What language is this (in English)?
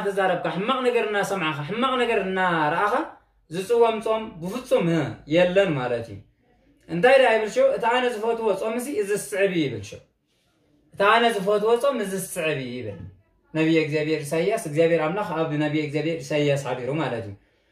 Tigrinya